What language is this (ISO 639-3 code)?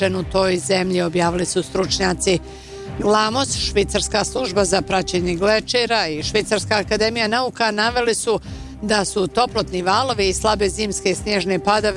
bos